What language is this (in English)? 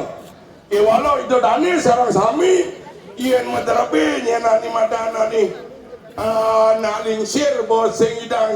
Balinese